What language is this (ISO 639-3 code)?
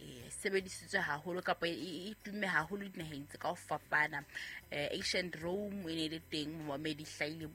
sot